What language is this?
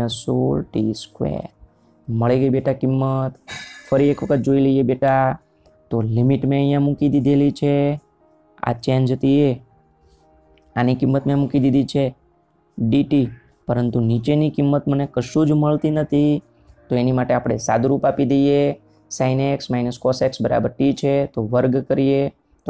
Gujarati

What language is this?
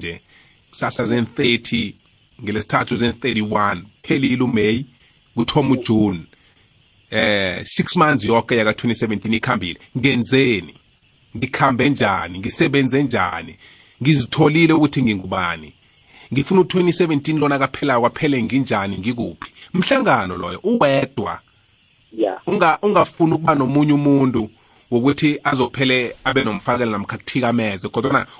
South Ndebele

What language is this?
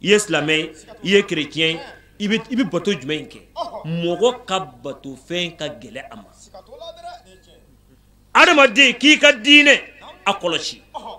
Bambara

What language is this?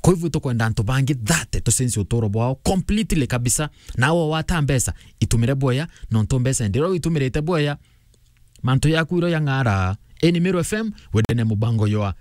Meru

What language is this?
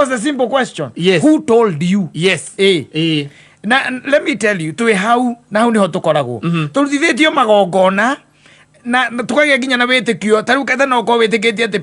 Kikuyu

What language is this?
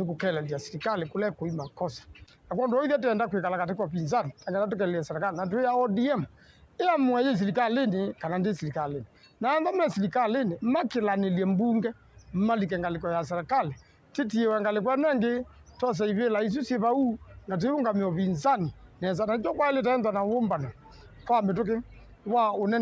Kamba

